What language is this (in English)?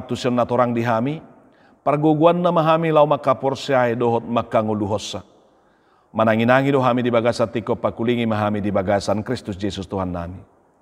Batak Toba